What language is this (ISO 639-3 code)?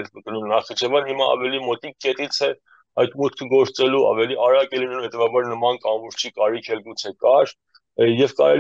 hye